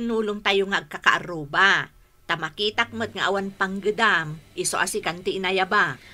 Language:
Iloko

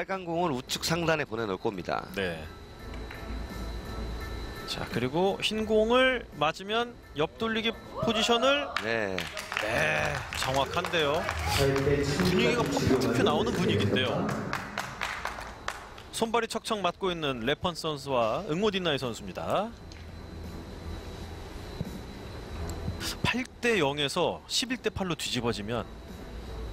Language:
Korean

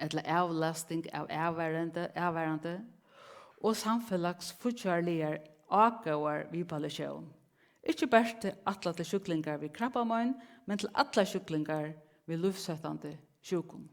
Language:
Faroese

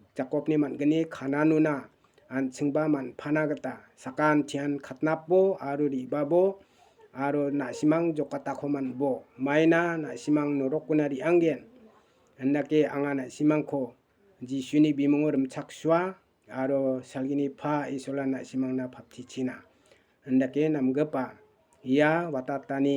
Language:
Garo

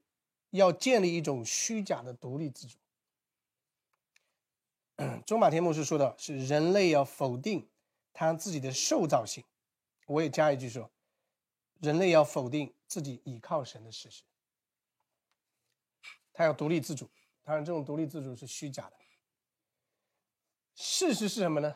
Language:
Chinese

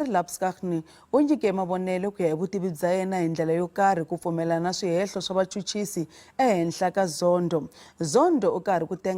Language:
Tsonga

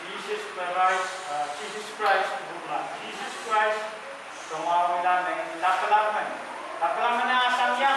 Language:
Pohnpeian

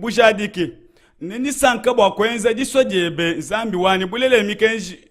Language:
Luba-Lulua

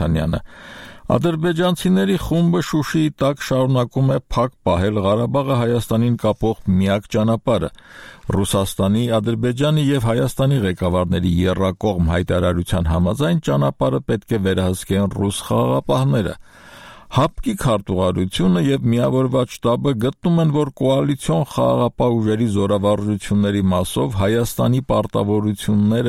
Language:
Armenian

